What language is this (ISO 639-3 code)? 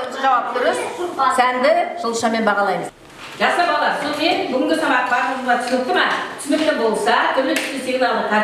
kaz